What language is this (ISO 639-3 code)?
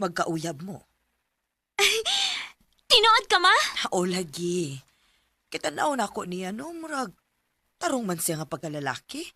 ceb